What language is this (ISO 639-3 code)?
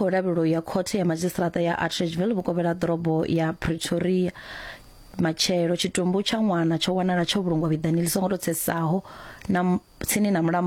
ven